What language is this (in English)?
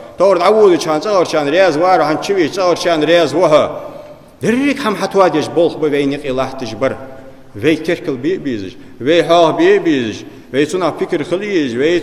Ingush